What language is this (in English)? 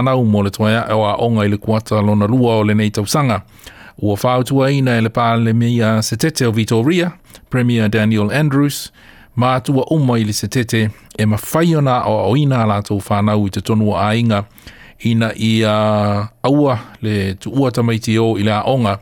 Samoan